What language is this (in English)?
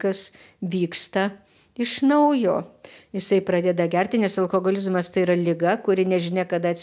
Lithuanian